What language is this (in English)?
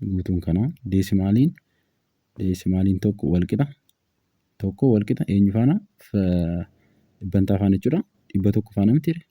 Oromo